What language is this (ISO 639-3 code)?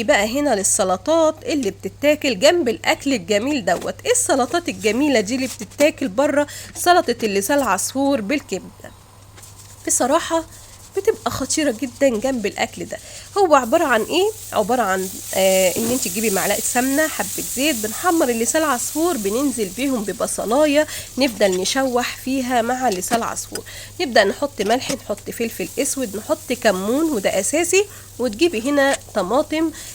arz